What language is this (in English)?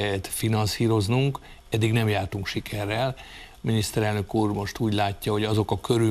Hungarian